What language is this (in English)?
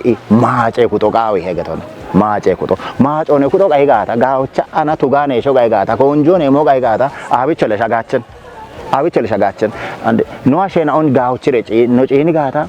Kafa